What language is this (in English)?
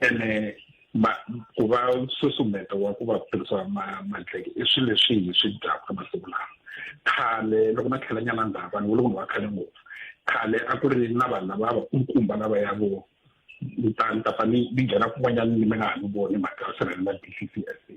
Tsonga